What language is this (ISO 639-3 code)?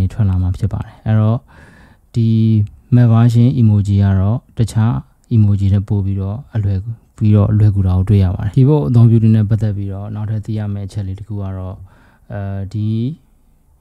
mya